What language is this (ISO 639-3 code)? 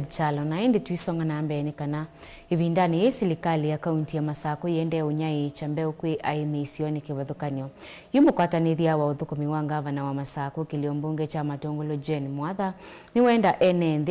kam